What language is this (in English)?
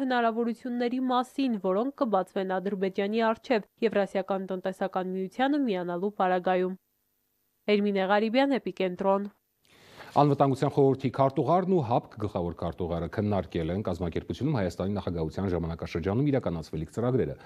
Armenian